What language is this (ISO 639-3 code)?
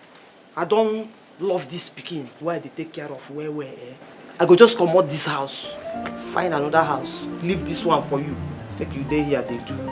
pcm